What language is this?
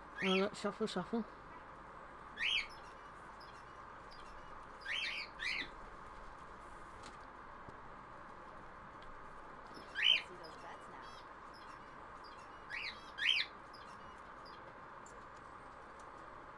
English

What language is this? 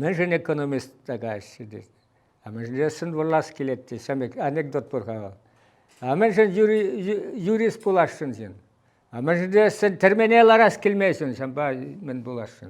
Chuvash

